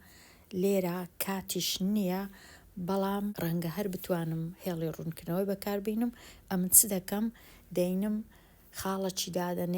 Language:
Central Kurdish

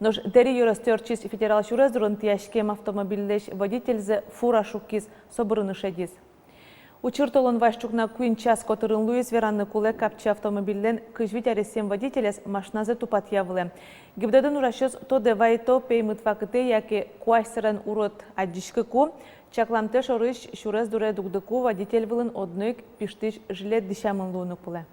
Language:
Udmurt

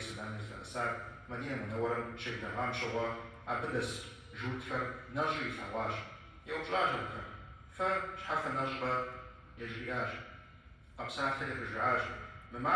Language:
Kabardian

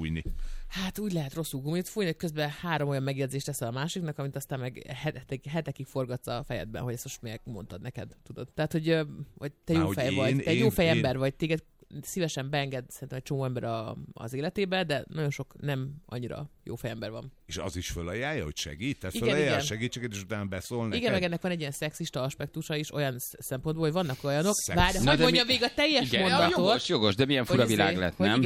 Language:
Hungarian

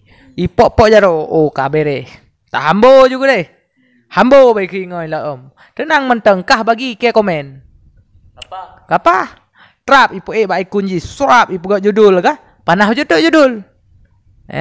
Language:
Achinese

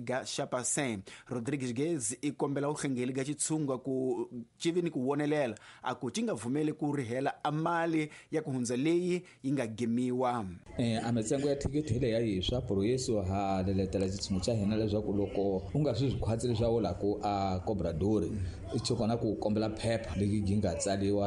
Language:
Tsonga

